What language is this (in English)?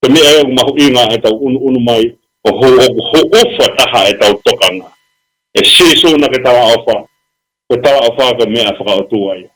Tongan